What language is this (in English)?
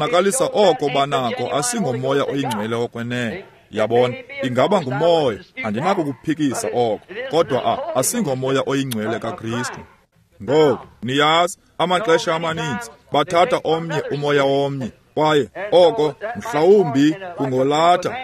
Xhosa